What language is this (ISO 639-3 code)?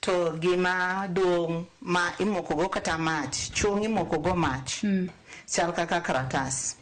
luo